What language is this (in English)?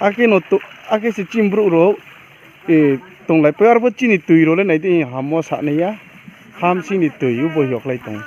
Riang (India)